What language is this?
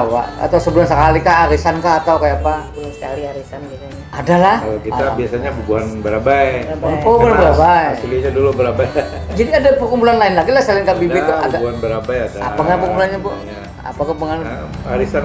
Banjar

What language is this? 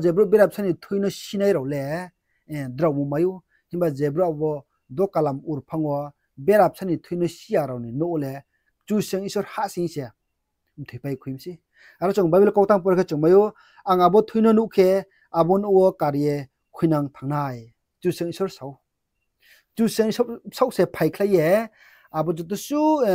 Riang (India)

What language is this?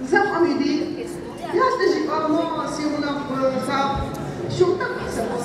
Adyghe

